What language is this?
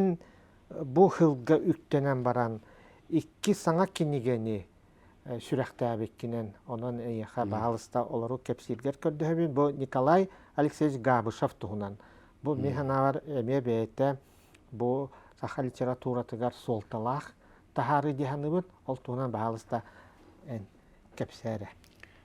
Yakut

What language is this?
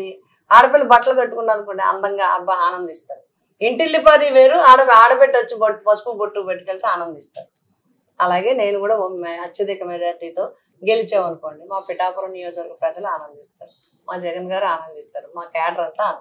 Telugu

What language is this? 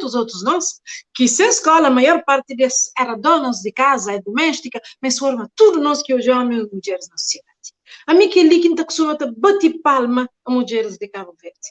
Kabuverdianu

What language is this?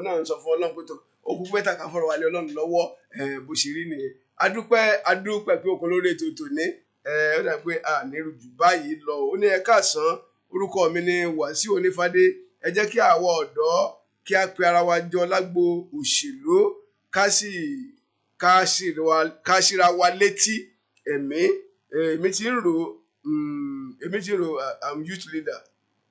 Yoruba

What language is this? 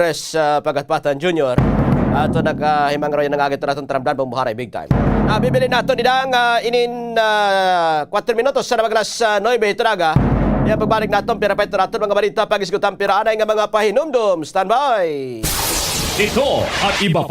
Waray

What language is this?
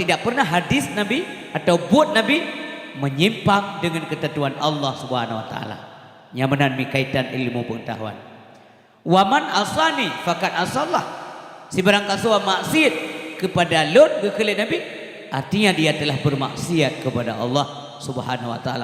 Achinese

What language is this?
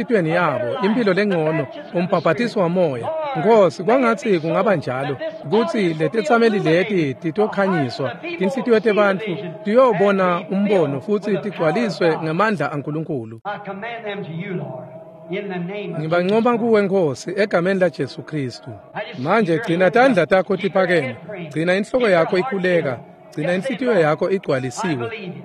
Swati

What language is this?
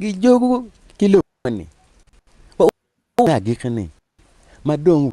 Acoli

